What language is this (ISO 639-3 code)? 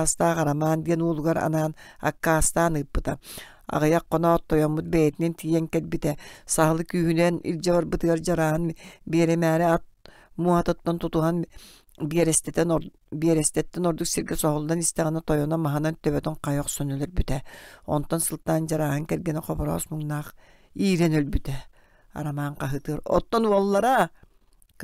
sah